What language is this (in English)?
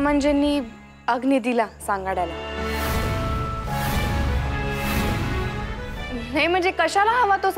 Marathi